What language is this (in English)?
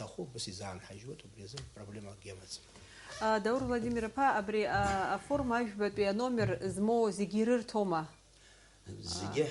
Abkhazian